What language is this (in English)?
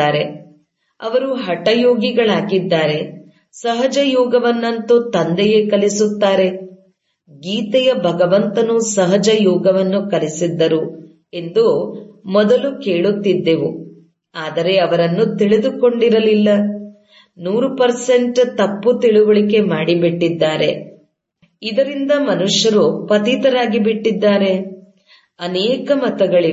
Kannada